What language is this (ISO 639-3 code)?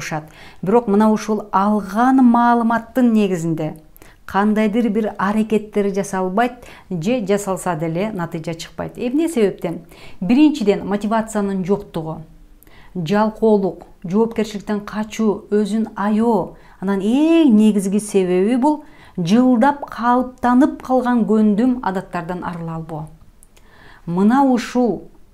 kir